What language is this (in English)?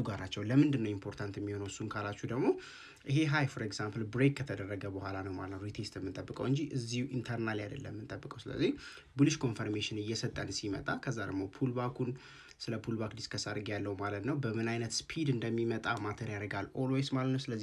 Amharic